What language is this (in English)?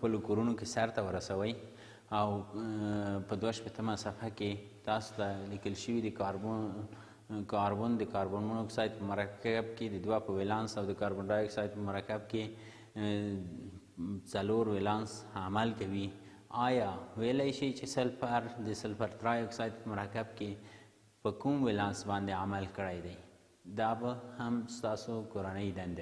Pashto